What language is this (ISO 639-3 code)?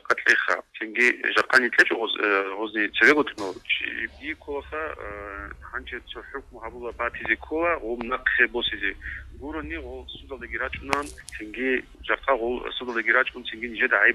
ava